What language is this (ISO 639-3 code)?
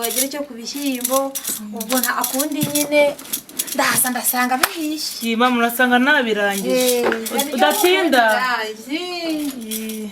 kin